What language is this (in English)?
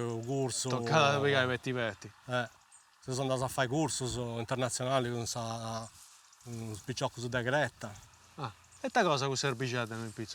Sardinian